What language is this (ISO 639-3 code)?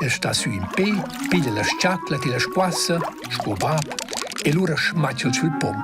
roh